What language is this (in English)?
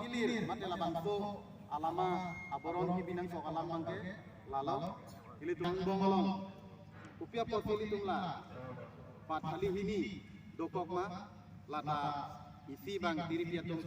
Karbi